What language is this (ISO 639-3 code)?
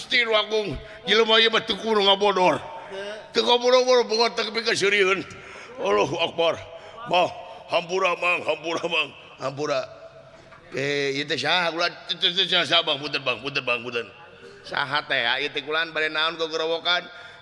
sun